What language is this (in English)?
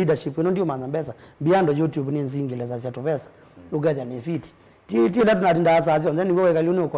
Kamba